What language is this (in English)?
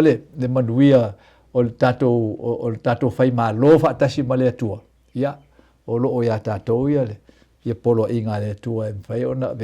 Samoan